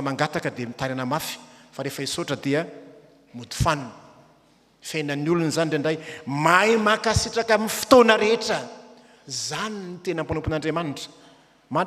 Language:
Malagasy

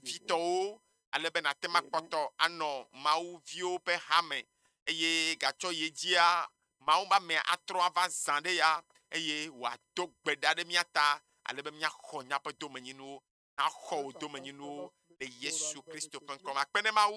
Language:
Ewe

